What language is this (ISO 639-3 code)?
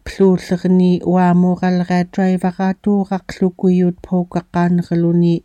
esu